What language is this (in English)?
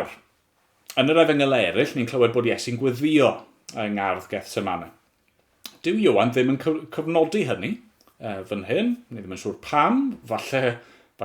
Welsh